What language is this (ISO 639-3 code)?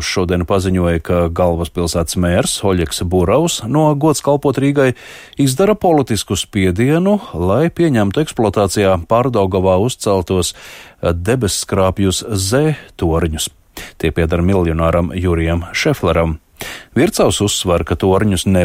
lav